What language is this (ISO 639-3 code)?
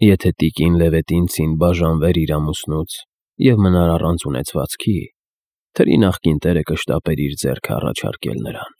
hye